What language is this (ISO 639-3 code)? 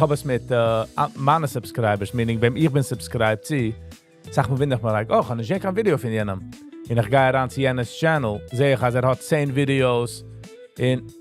yid